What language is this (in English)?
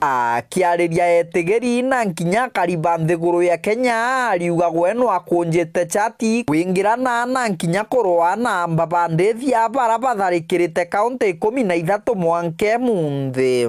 Meru